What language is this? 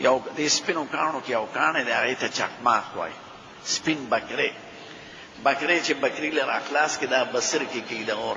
Pashto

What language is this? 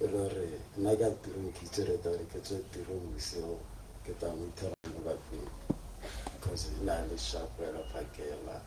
Tswana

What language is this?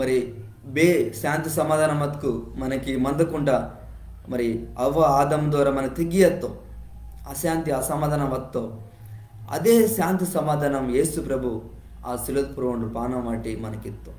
Koya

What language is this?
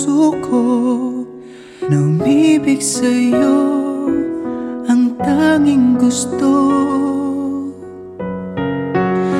Filipino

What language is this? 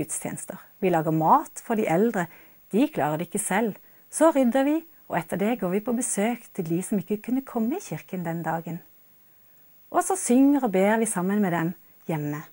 Norwegian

